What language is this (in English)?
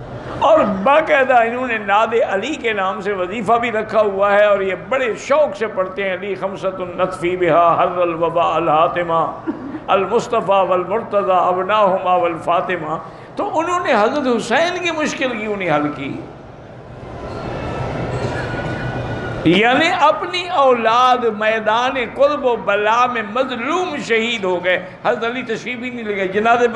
Urdu